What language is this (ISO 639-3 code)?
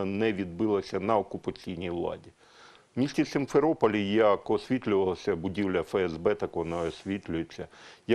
ukr